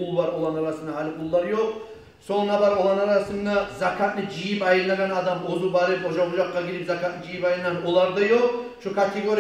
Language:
Kumyk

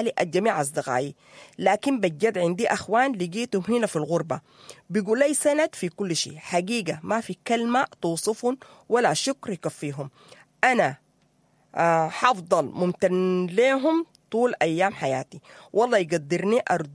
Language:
Sudanese Arabic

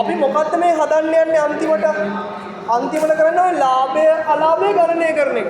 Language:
Sinhala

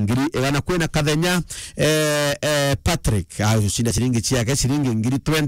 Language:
Meru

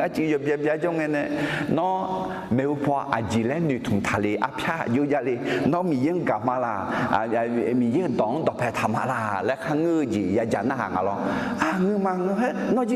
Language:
Akha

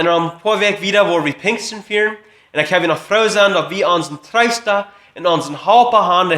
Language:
Plautdietsch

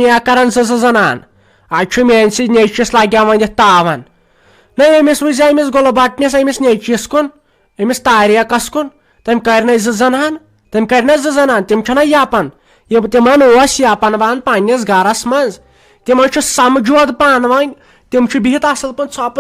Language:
Kashmiri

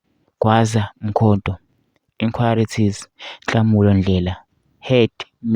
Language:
Zulu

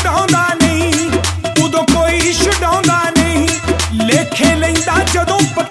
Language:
Punjabi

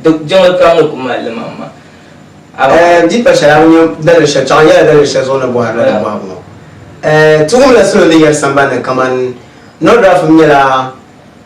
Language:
Dagbani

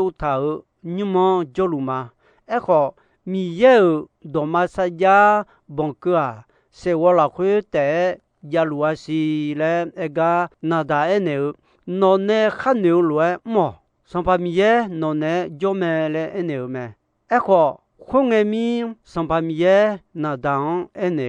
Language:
Akha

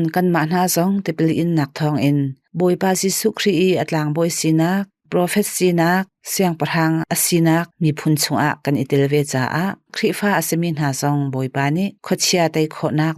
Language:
Hakha Chin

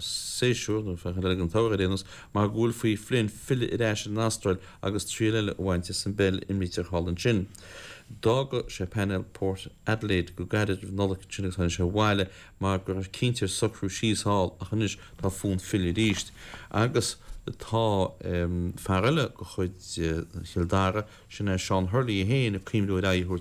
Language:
Irish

